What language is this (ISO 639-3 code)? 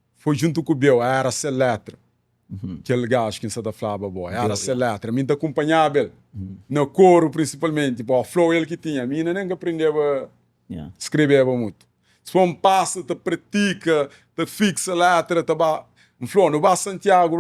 kea